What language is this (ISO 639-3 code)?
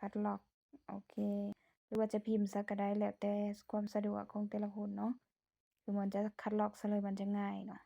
lao